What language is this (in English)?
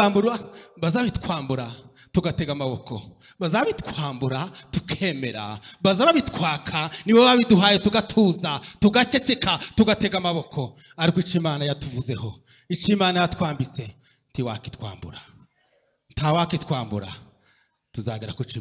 Kinyarwanda